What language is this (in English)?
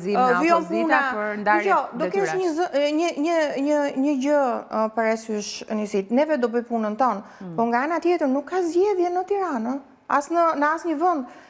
Albanian